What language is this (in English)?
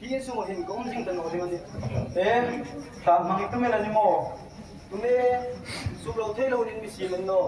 Hmar